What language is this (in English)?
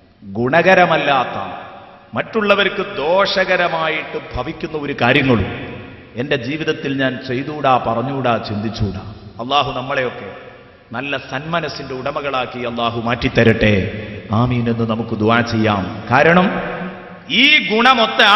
Malayalam